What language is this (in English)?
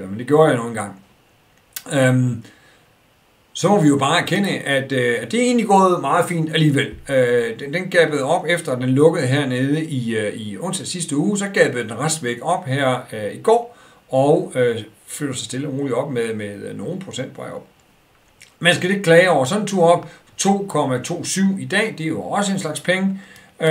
Danish